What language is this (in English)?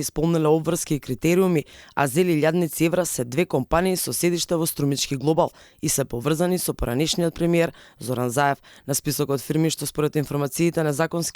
Macedonian